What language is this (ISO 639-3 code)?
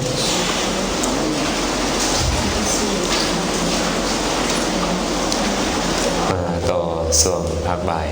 lao